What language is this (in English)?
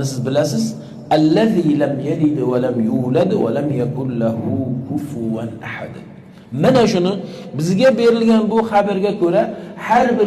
Uzbek